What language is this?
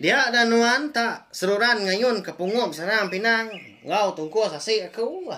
Iban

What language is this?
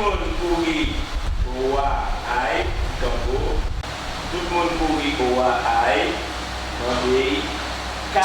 Guadeloupean Creole French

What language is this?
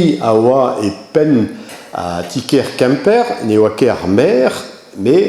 Breton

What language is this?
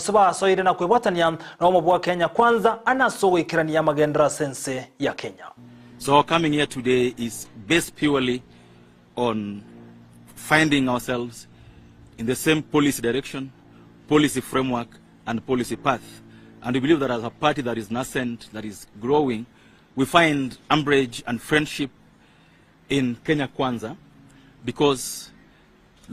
Gusii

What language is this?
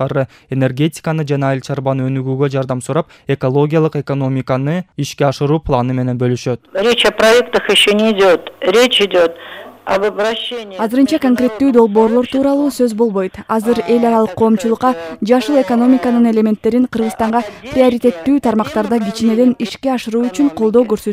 Kyrgyz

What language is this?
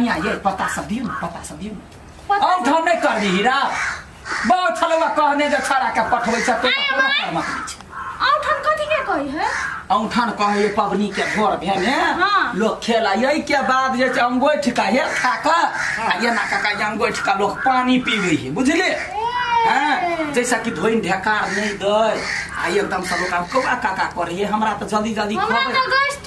Maithili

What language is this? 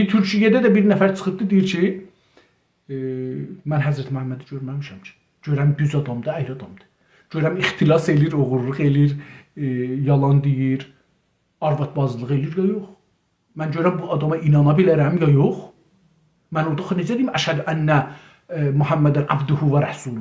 South Azerbaijani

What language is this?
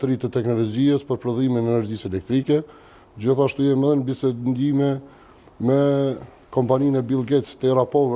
Albanian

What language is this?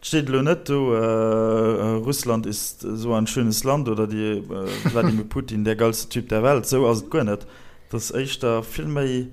Luxembourgish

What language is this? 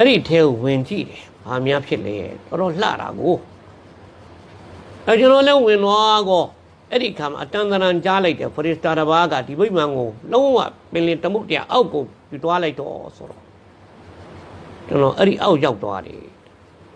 Burmese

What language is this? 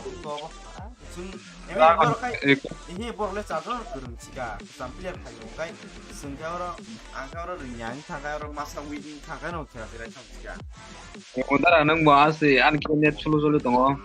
Kok Borok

